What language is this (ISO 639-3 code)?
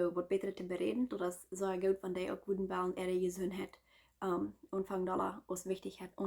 pdt